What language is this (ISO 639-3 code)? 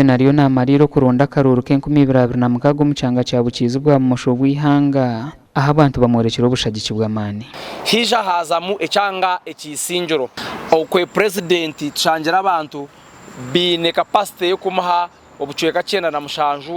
nyn